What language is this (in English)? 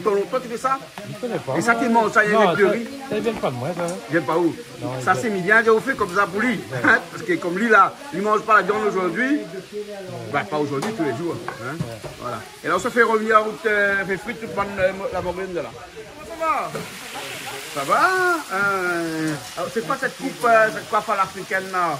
Réunion Creole French